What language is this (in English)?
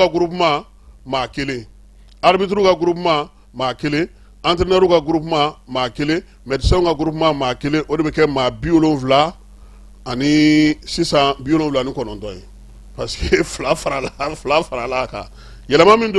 Bambara